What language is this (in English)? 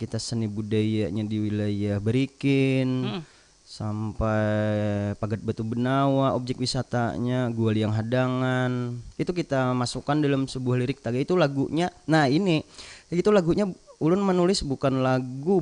Banjar